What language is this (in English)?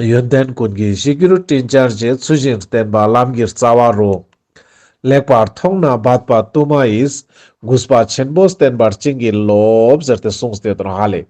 Ladakhi